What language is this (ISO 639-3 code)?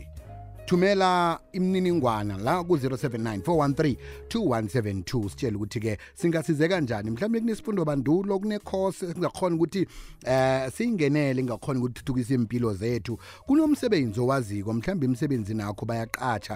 nbl